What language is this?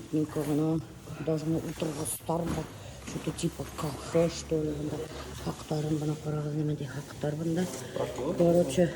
Bashkir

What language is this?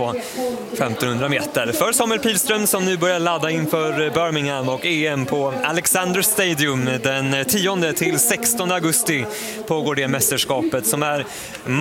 Swedish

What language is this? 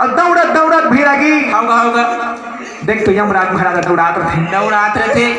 Chhattisgarhi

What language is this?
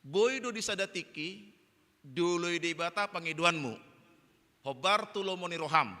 Batak Toba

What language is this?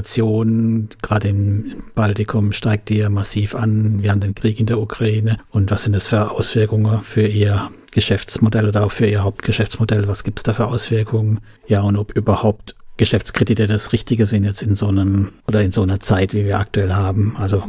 German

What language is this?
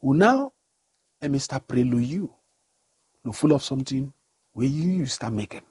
Bislama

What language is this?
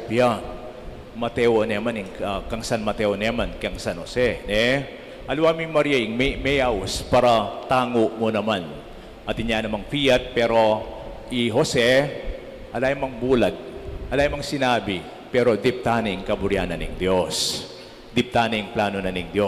Pampanga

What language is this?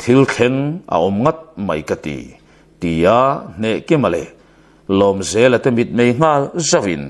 Mizo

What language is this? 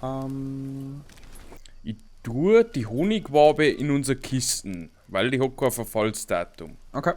Bavarian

